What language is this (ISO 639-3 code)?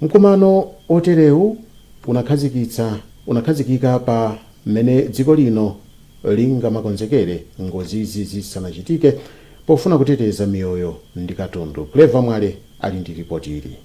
nya